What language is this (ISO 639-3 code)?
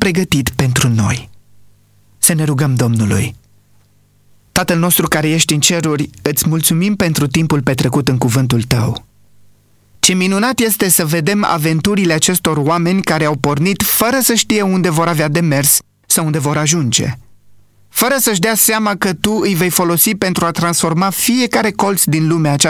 ron